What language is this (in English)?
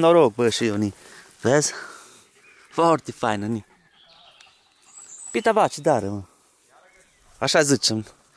Romanian